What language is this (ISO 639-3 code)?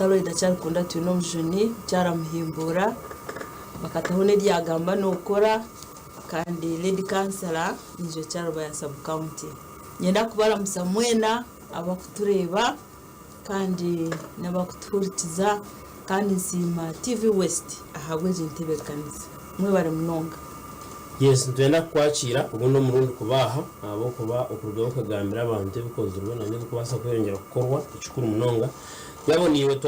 nyn